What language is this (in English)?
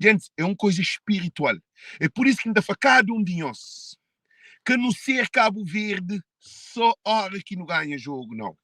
Kabuverdianu